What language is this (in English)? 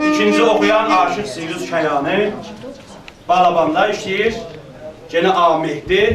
South Azerbaijani